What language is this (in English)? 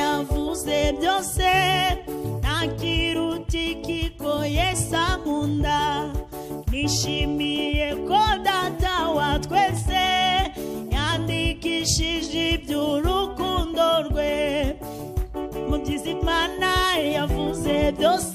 Kinyarwanda